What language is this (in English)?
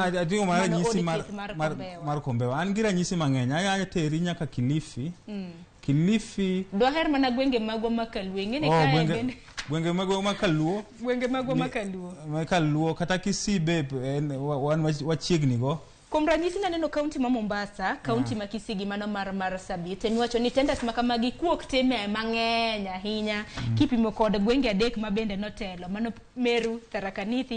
Luo (Kenya and Tanzania)